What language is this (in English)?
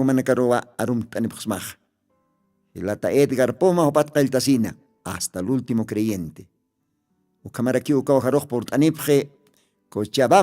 Aymara